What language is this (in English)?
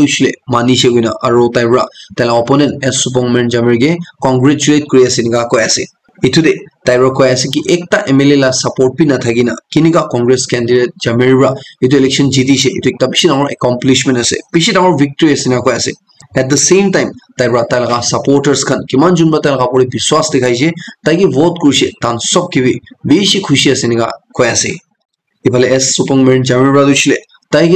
Naga Pidgin